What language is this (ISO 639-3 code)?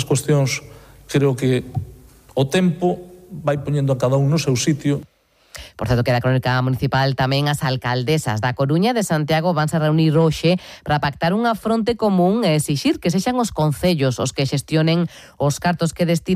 glg